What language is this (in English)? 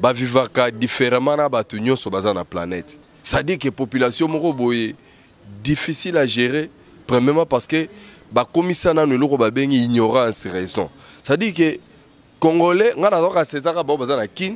Lingala